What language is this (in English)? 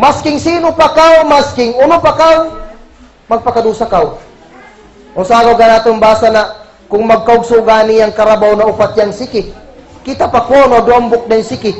Kagan Kalagan